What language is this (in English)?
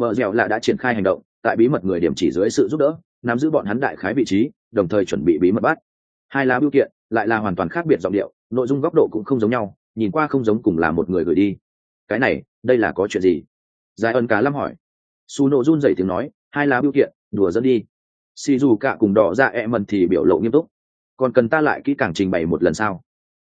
Vietnamese